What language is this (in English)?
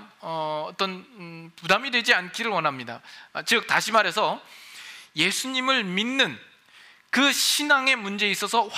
Korean